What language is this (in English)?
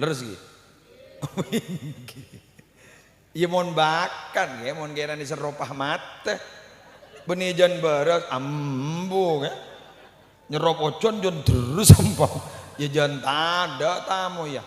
Madurese